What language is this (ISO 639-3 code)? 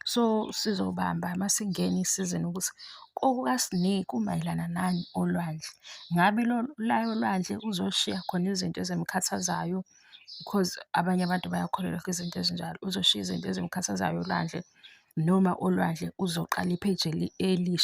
zul